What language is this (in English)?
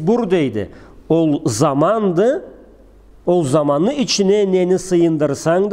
Karachay-Balkar